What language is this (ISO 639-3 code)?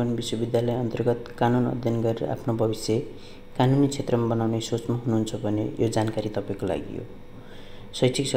nep